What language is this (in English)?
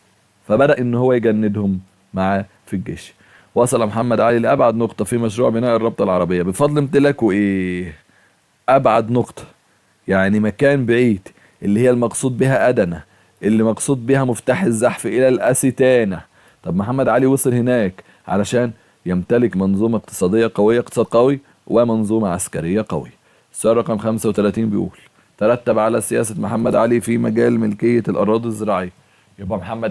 Egyptian Arabic